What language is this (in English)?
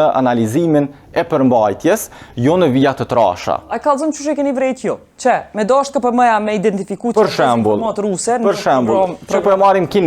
Albanian